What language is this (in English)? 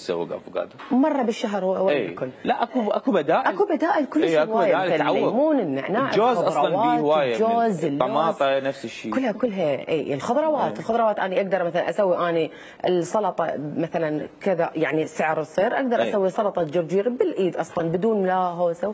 Mesopotamian Arabic